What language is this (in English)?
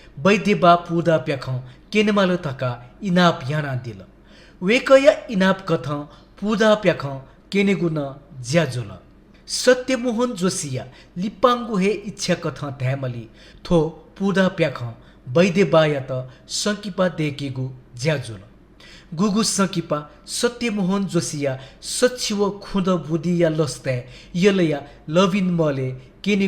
Newari